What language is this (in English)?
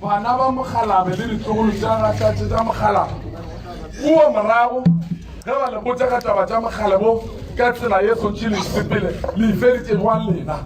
Northern Sotho